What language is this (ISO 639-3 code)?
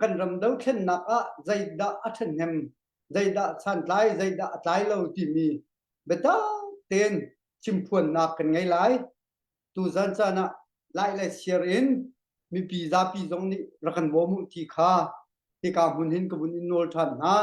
cnh